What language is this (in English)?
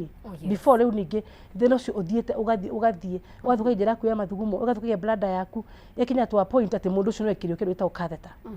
Kikuyu